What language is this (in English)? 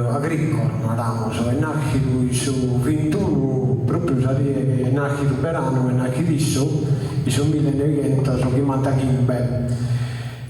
Sardinian